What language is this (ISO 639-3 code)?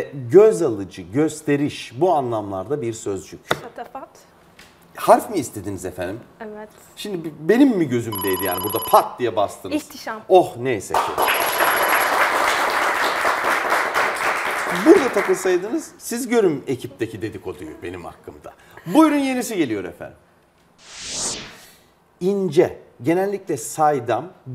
tur